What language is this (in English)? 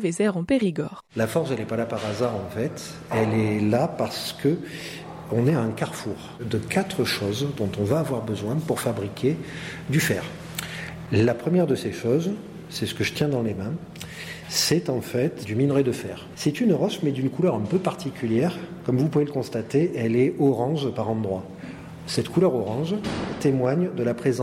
French